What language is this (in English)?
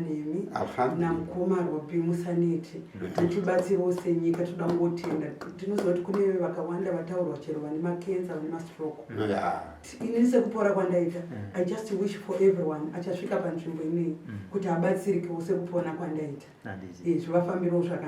Shona